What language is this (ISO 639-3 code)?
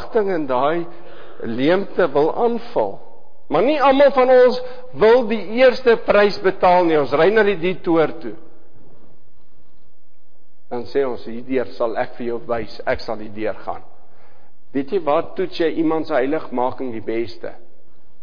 afr